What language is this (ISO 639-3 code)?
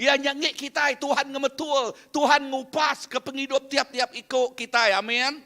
iba